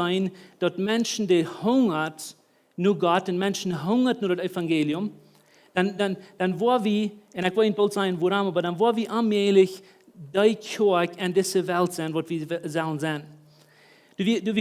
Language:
Plautdietsch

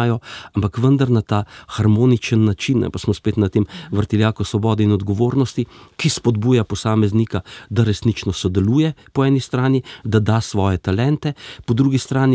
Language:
Slovenian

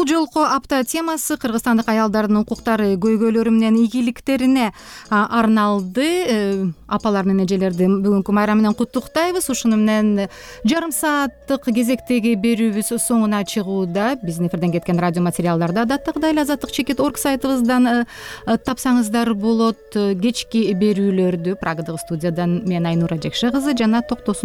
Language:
Kyrgyz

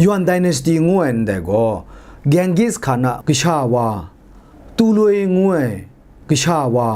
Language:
Kachin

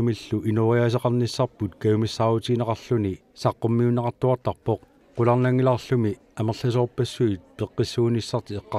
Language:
Kalaallisut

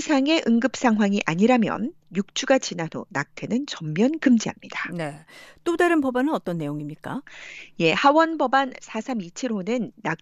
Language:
Korean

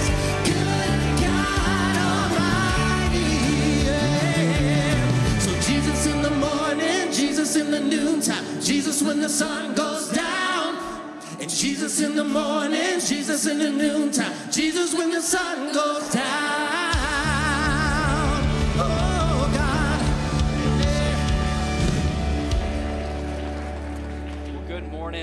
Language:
English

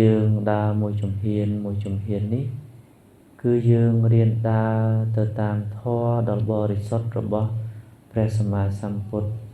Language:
Khmer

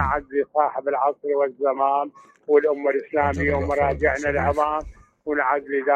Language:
Mesopotamian Arabic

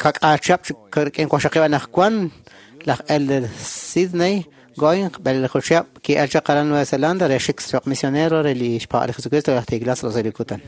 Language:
Kekchí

